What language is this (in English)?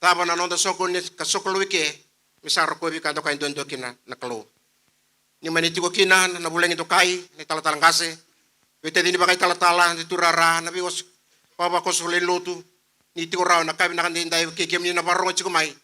Fijian